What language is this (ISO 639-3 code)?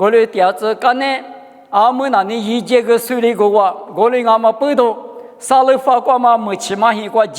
lis